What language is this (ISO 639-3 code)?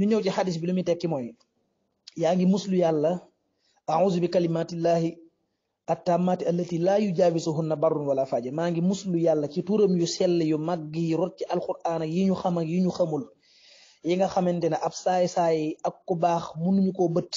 wol